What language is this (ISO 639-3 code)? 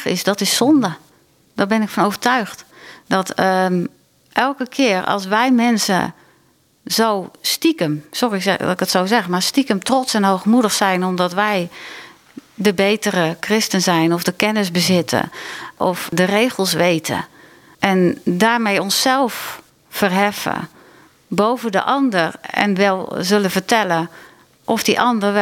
nld